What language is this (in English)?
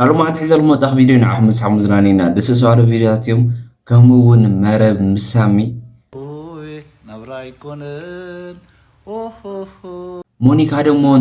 Tigrinya